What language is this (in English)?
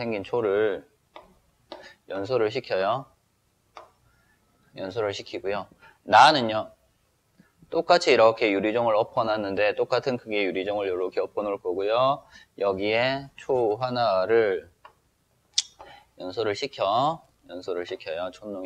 Korean